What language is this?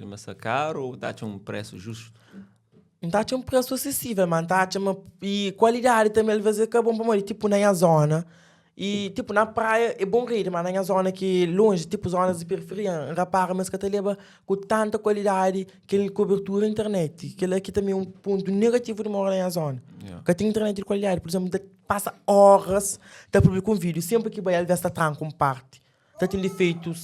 Kabuverdianu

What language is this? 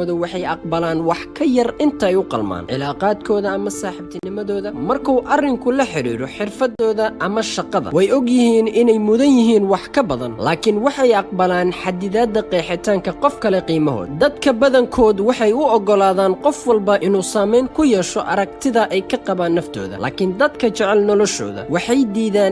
Somali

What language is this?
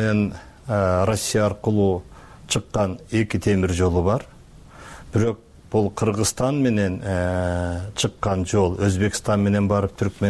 Kyrgyz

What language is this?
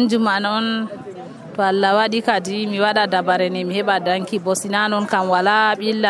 Nigerian Fulfulde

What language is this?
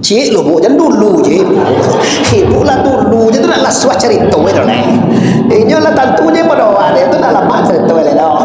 Minangkabau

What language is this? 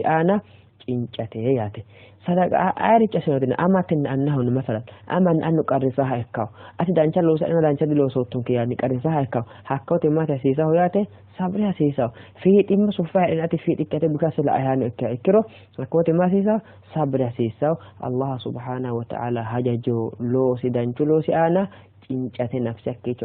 Sidamo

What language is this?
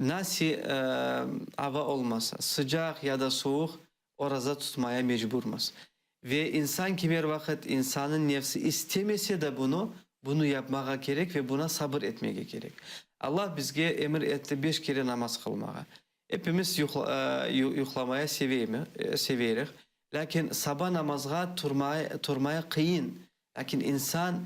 Crimean Tatar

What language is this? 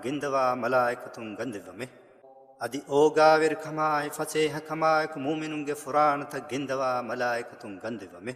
Divehi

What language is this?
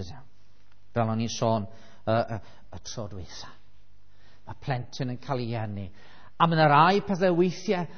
Welsh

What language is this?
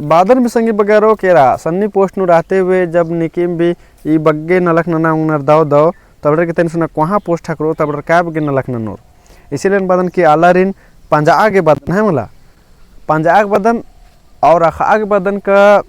Kurukh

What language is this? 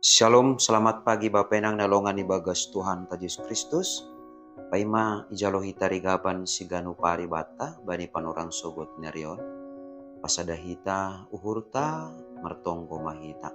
Batak Simalungun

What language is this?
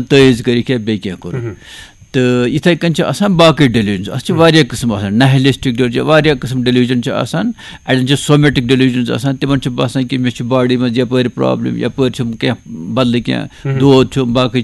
Kashmiri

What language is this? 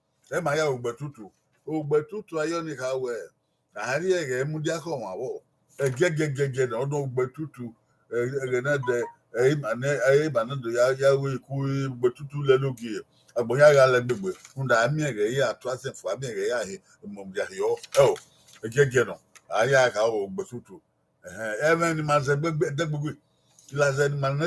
Bini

